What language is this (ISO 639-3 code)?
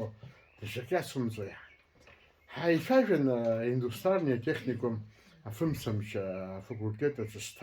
abk